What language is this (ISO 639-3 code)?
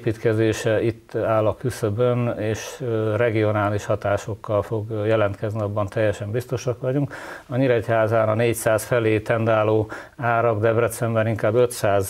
hun